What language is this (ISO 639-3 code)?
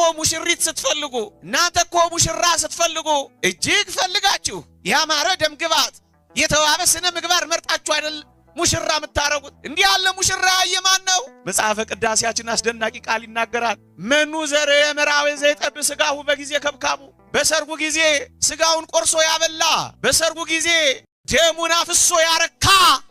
amh